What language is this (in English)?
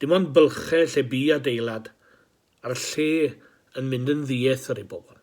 Welsh